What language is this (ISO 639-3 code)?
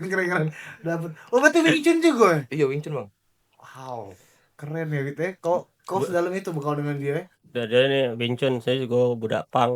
mui